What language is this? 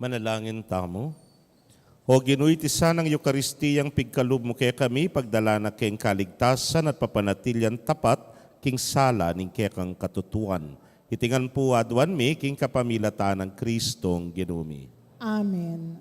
Pampanga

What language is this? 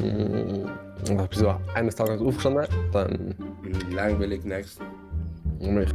Swiss German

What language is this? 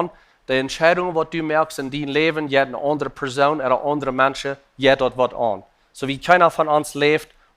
Plautdietsch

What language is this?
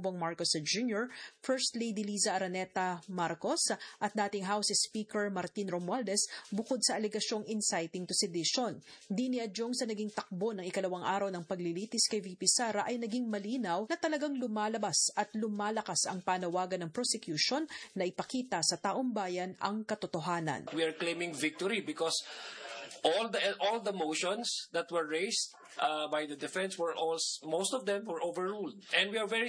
Filipino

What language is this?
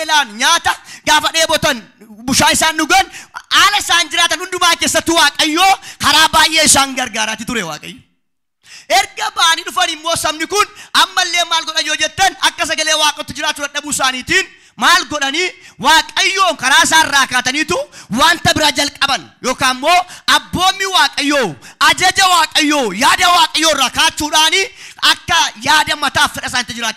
Oromo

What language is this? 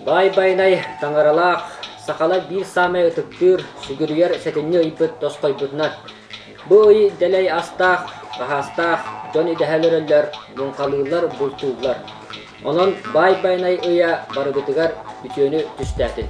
Yakut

